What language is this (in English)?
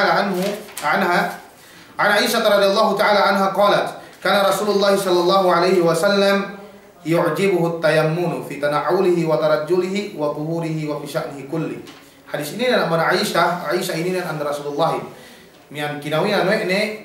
Yakan